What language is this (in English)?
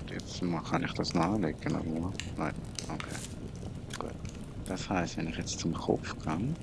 Swiss German